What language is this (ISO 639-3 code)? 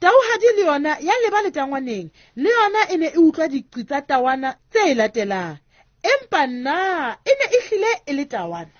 sot